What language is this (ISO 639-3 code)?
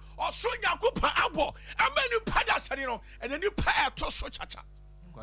aka